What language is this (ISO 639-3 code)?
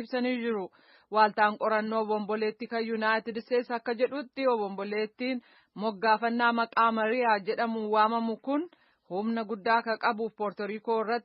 orm